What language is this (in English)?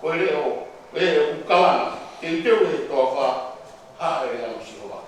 Tongan